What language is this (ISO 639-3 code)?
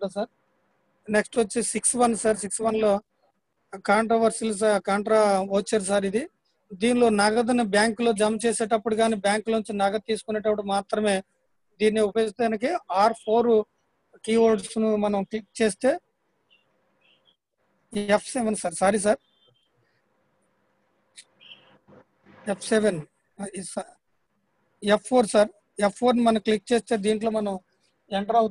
tel